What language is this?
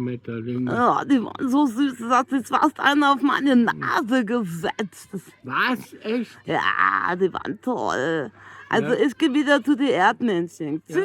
Bavarian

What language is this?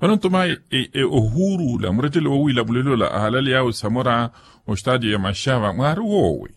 Makhuwa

